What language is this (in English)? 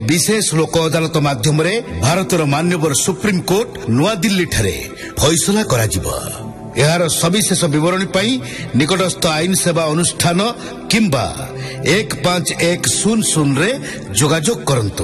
Odia